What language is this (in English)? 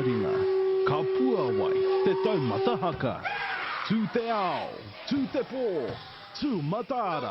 Māori